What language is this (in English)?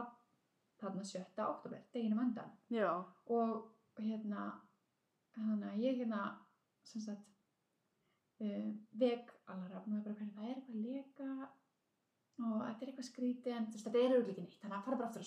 Icelandic